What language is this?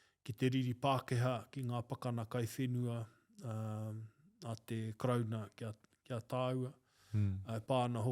Māori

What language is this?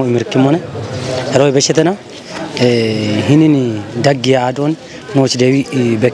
Kafa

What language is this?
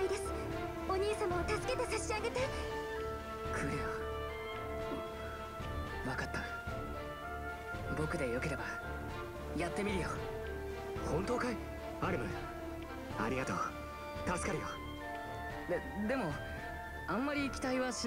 Japanese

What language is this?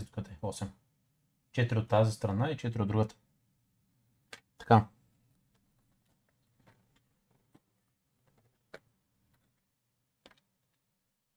Bulgarian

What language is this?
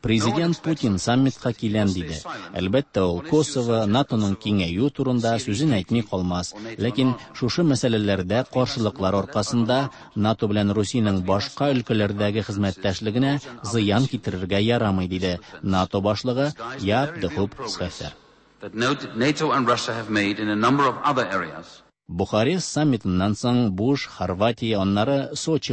Tatar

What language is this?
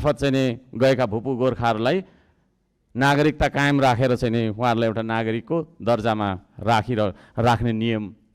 Nepali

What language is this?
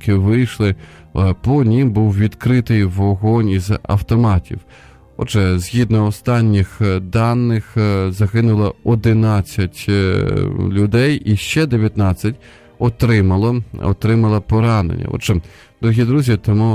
Ukrainian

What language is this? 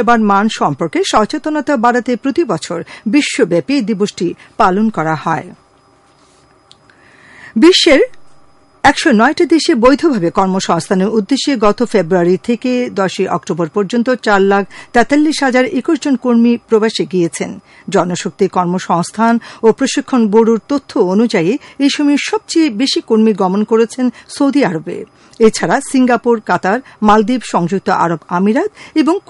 Bangla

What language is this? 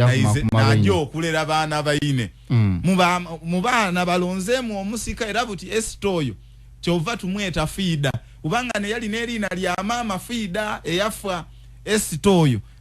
Ganda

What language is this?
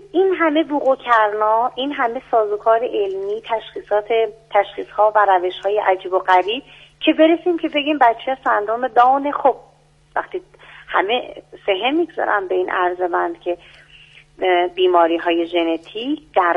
Persian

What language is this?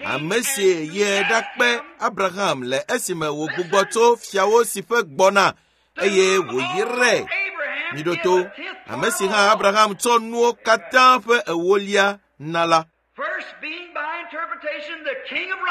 Ewe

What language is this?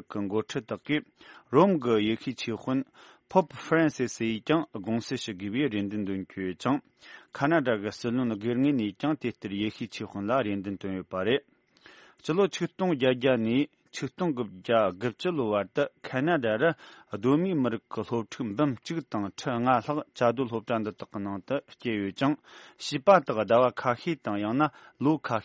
Tibetan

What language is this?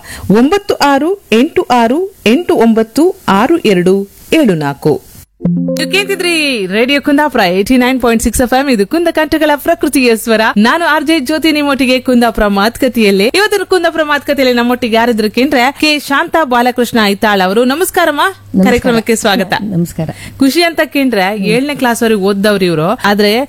Kannada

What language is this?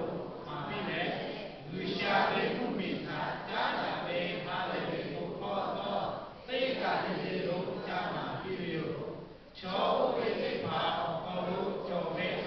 Lahu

